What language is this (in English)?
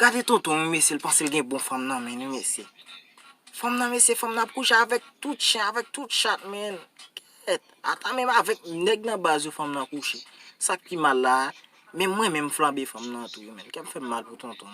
Haitian Creole